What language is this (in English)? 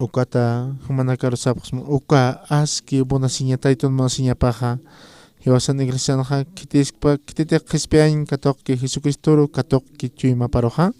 Aymara